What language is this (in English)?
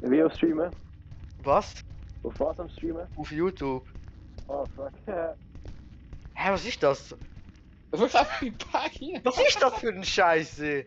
Swiss German